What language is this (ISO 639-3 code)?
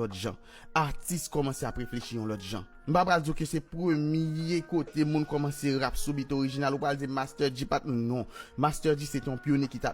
hat